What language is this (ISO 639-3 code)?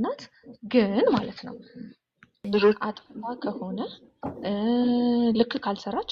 amh